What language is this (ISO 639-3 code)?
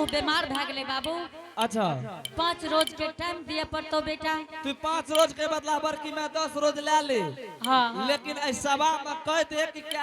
anp